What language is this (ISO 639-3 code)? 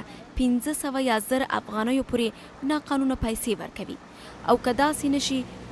pus